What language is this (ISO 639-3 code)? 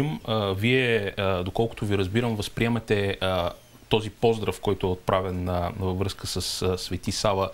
bul